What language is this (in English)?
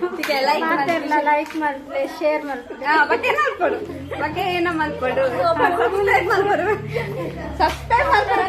Tulu